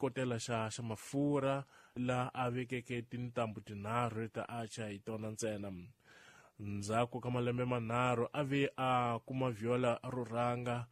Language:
Tsonga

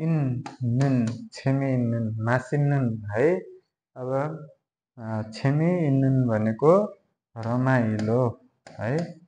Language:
Nepali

